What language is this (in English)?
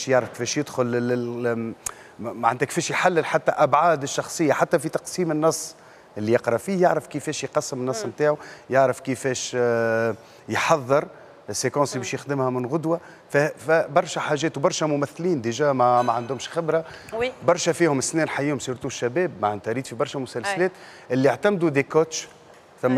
Tunisian Arabic